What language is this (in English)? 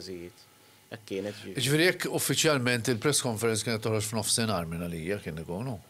Maltese